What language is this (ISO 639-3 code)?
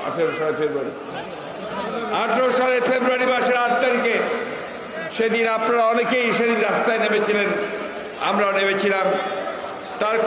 ben